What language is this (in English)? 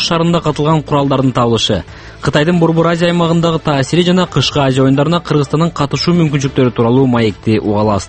Kyrgyz